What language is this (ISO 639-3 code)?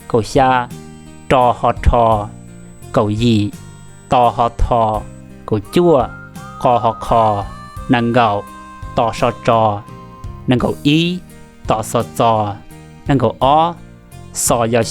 hmn